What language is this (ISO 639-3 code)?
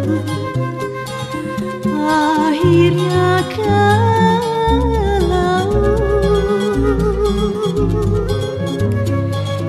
ind